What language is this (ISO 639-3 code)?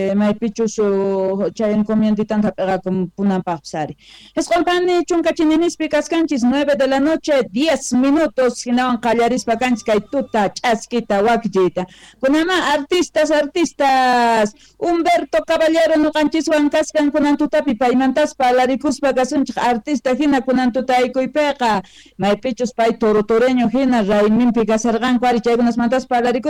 quh